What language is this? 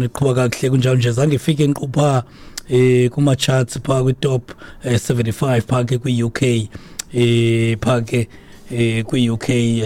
Xhosa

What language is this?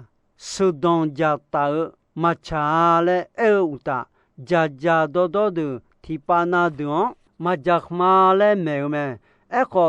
Akha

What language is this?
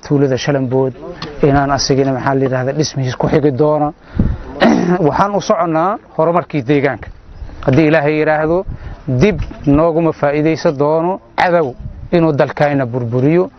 Somali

